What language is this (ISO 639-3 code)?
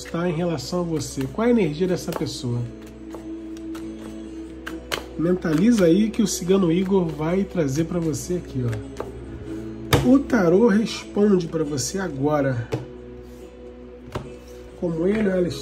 por